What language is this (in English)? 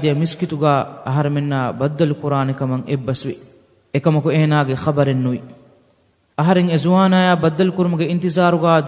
Divehi